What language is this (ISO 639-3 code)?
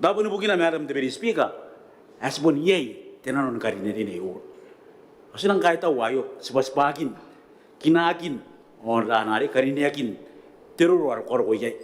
gil